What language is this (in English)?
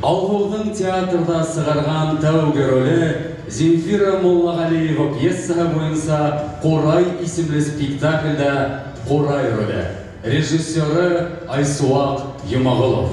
Bashkir